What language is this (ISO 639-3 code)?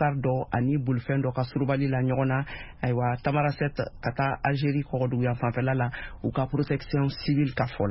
bam